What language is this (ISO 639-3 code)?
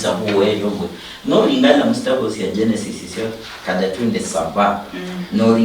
luy